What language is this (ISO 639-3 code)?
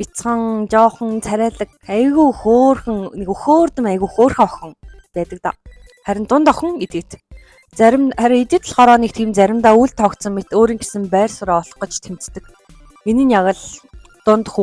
mon